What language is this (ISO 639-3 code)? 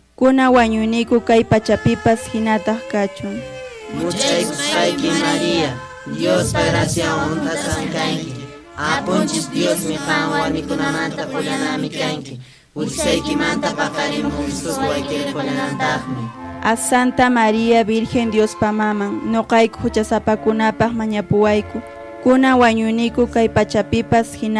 que